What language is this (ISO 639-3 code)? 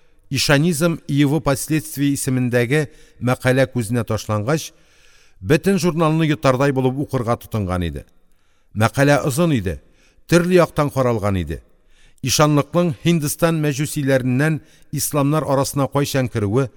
tat